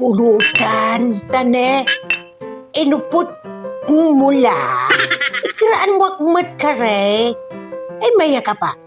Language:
Pangasinan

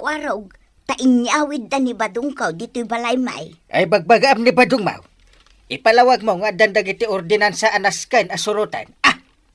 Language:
Iloko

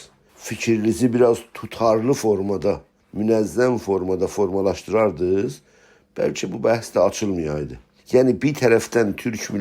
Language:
South Azerbaijani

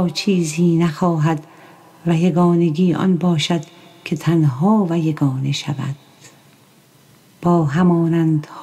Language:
Persian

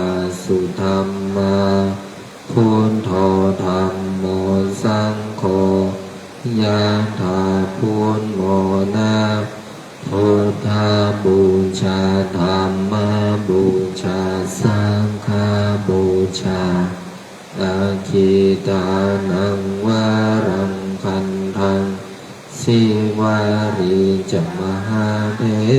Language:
Pali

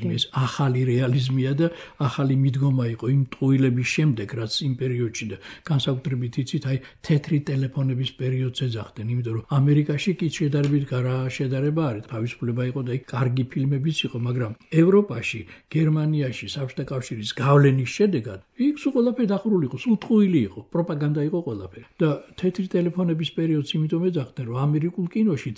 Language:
Georgian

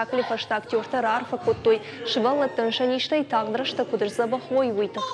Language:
Ossetic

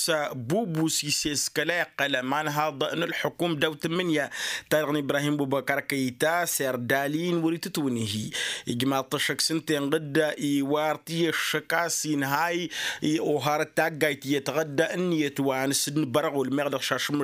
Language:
Tamasheq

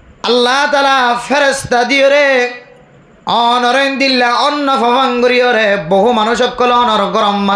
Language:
Rohingya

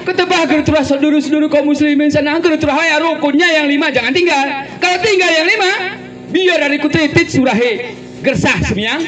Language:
Gayo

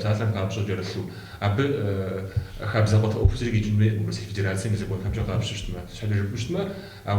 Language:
Kabardian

